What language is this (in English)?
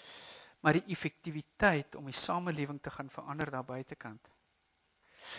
Afrikaans